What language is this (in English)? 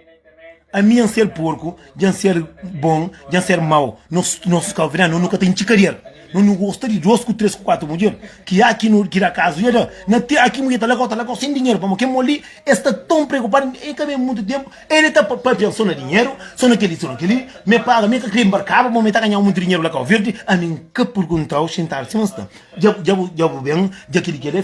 Kabuverdianu